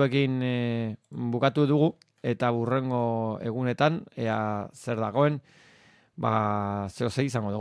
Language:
Basque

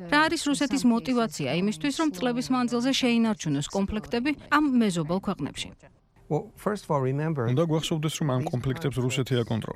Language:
Georgian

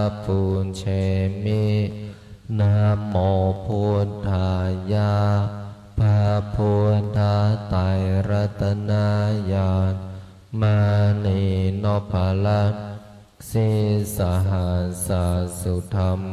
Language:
Pali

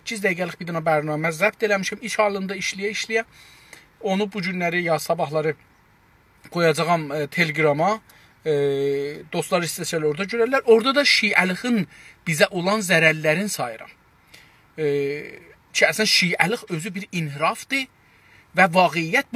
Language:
South Azerbaijani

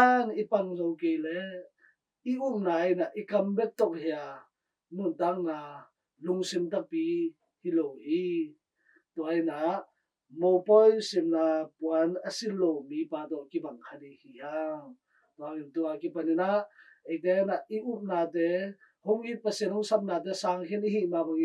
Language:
Tedim Chin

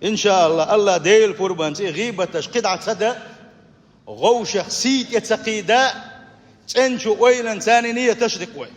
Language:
Chechen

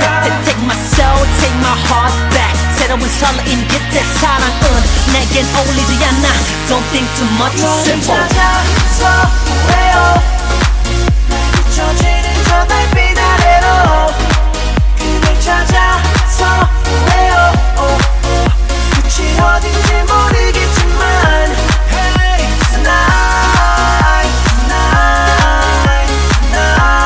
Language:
Korean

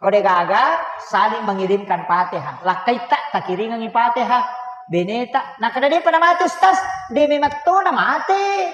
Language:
Buginese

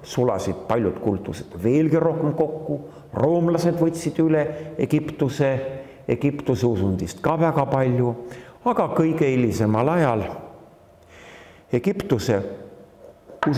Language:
Estonian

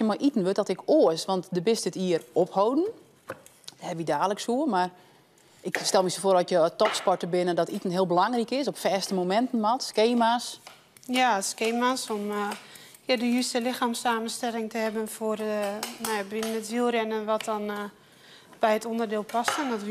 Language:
Western Frisian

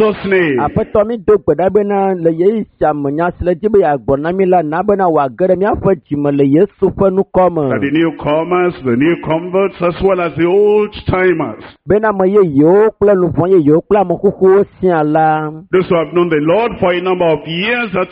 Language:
Ewe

